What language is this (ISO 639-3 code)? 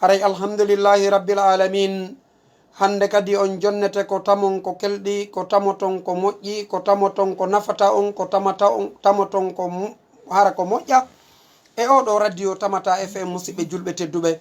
ful